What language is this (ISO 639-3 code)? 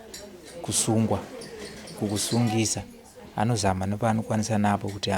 sna